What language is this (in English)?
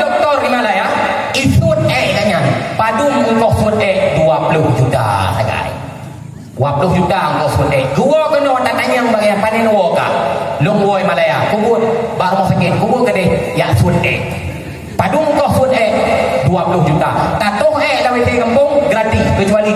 Achinese